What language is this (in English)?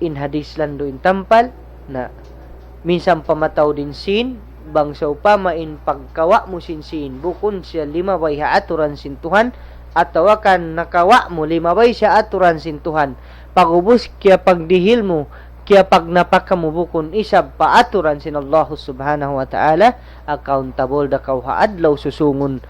Tausug